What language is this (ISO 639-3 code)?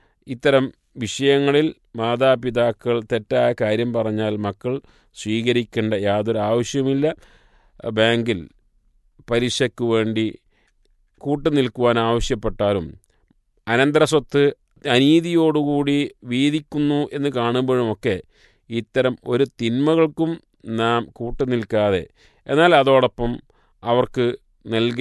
mal